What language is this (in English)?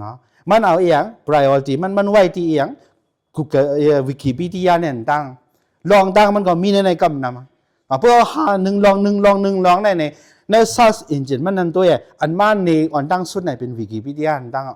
Shan